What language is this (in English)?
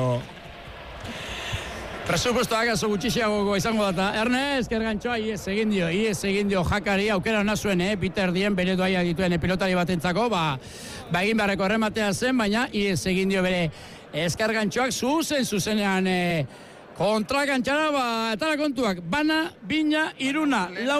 Basque